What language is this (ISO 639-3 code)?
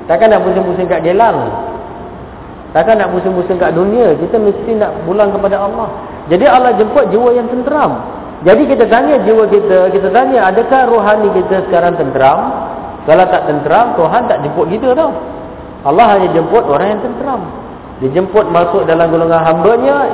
msa